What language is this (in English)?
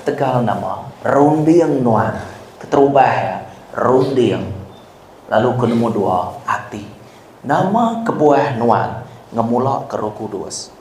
Iban